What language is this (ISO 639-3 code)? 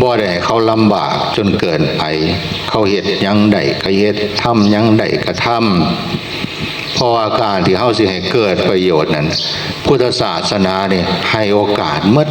tts